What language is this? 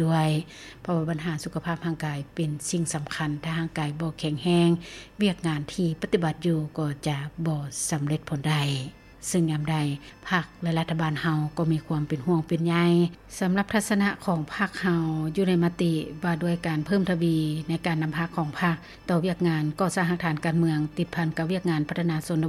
Lao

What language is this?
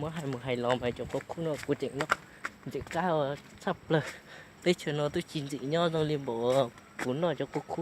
Hmong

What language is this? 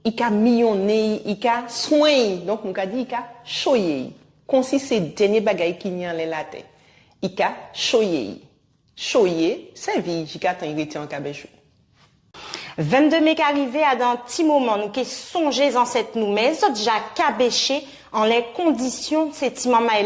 Guadeloupean Creole French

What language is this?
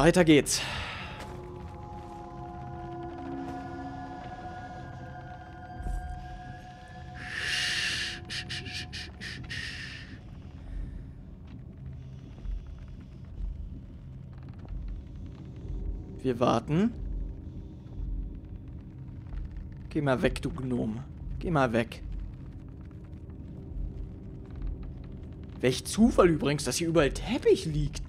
German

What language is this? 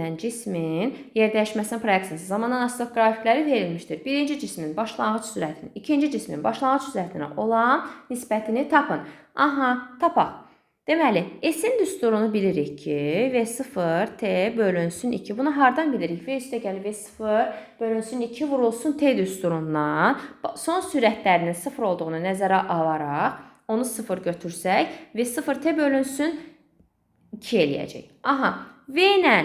Azerbaijani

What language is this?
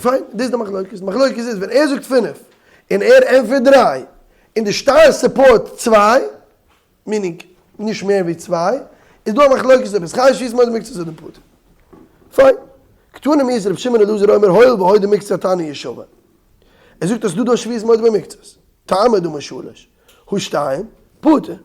Yiddish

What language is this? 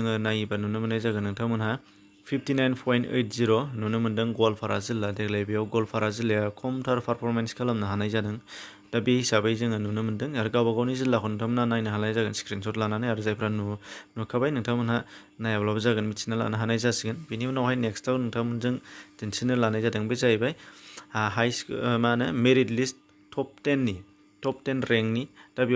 Bodo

